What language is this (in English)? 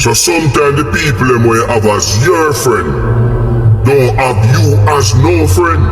Jamaican Creole English